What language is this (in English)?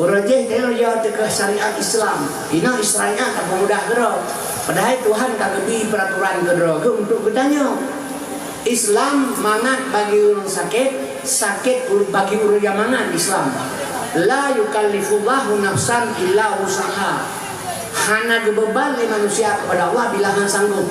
Achinese